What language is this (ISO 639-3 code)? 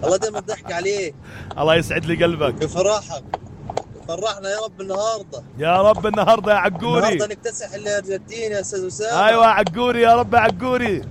apc